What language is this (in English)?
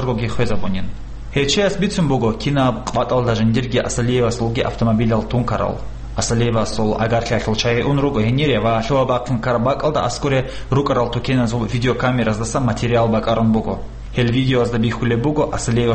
Avaric